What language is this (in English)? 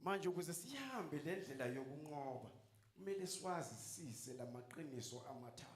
Zulu